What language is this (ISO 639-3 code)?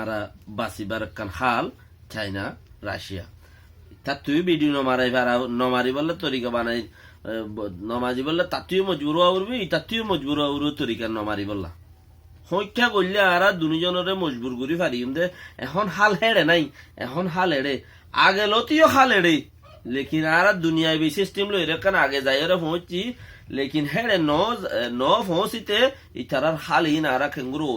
rhg